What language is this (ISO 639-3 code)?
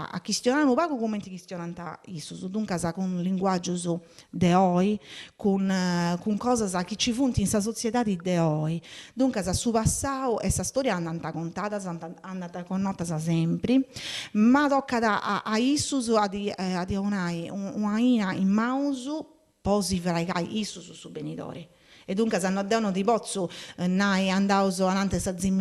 srd